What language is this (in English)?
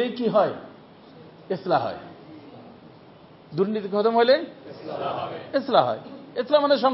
Bangla